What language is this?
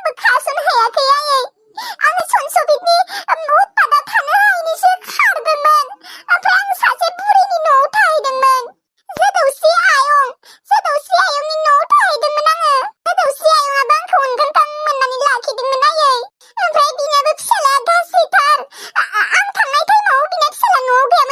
Bodo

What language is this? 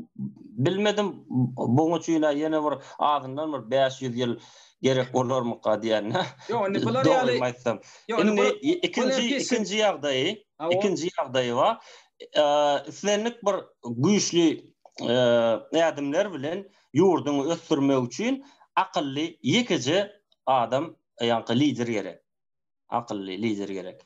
Turkmen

